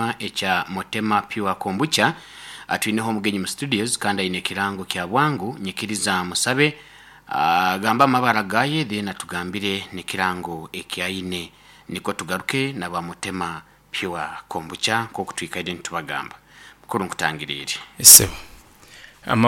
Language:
Nyankole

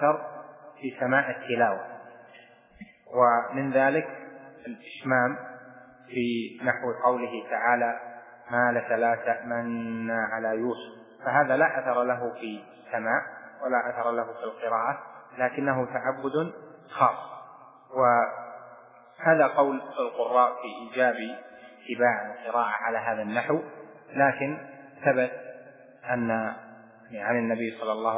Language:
Arabic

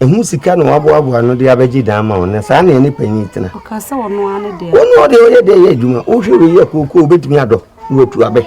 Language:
Akan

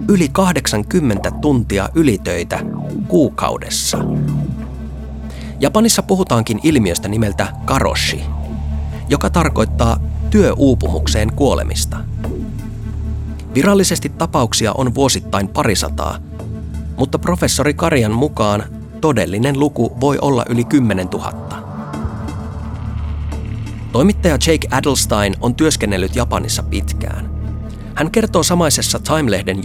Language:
Finnish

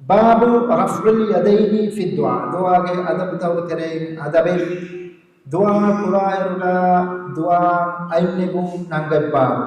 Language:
Divehi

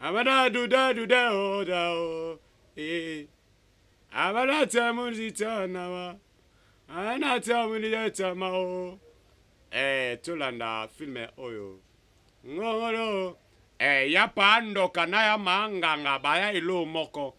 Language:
Lingala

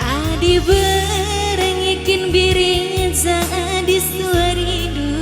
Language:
Batak Karo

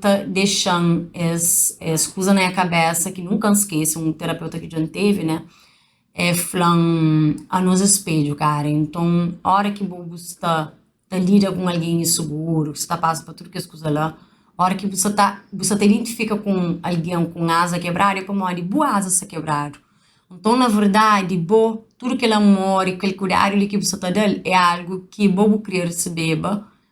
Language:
Kabuverdianu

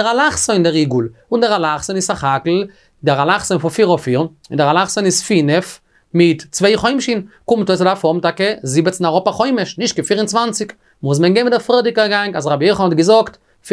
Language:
Yiddish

